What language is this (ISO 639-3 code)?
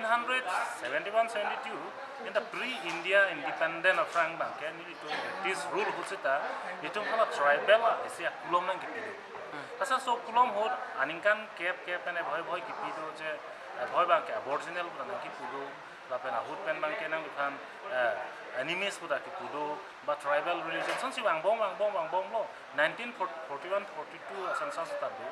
mjw